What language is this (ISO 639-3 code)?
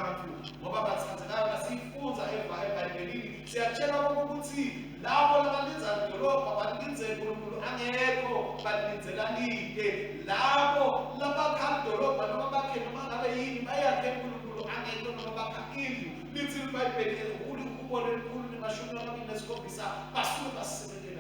ssw